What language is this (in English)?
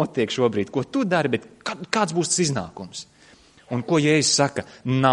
Latvian